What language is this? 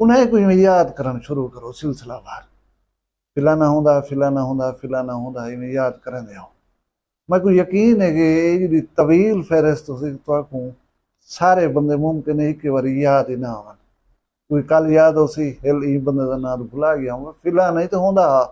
Saraiki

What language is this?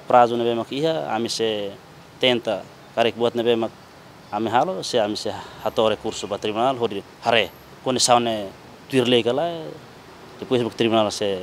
Tetum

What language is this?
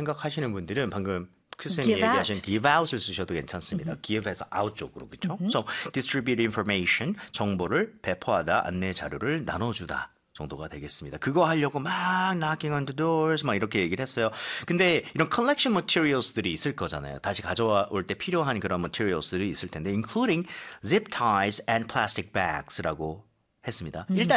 Korean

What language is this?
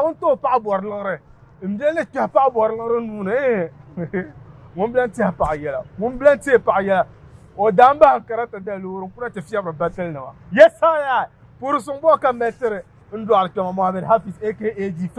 Dagbani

